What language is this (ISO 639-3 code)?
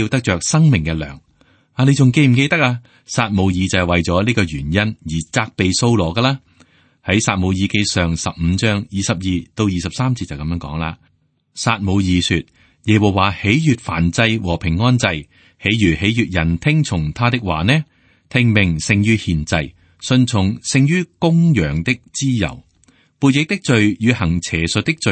yue